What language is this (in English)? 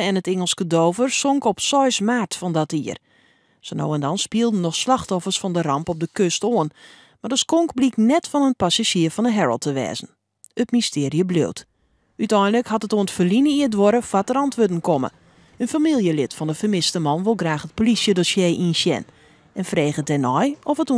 Western Frisian